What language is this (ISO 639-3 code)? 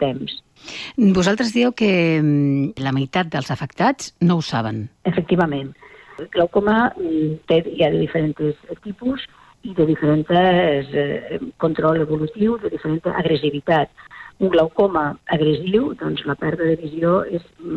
cat